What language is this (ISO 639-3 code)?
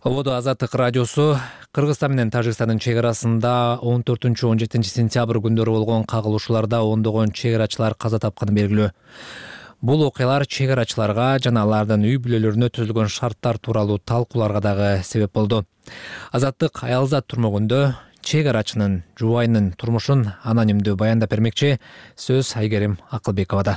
kir